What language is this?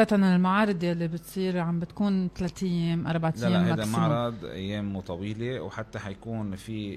North Levantine Arabic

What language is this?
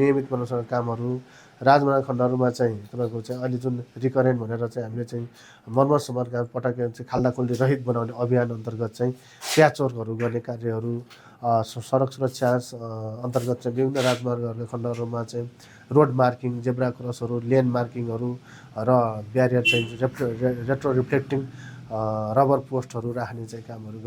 Nepali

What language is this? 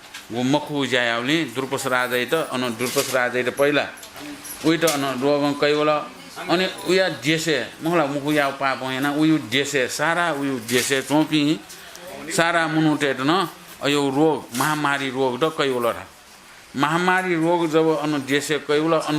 Newari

